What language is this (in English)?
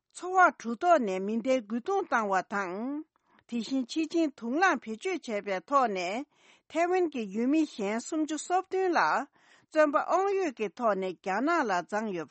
Tibetan